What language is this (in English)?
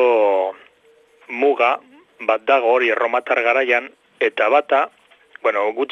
Basque